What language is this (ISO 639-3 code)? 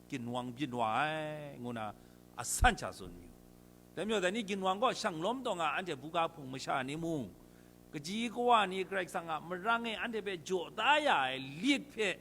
kac